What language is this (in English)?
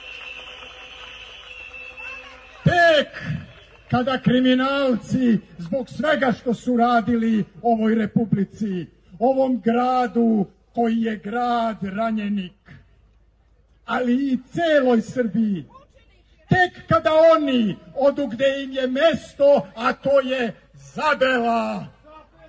Serbian